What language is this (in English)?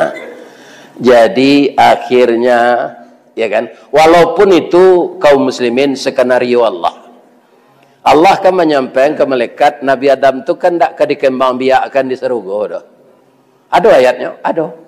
Minangkabau